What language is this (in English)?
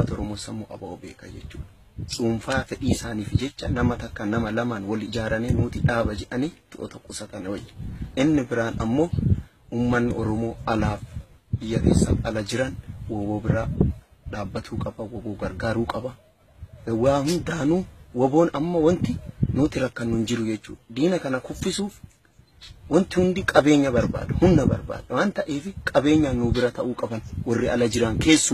Oromo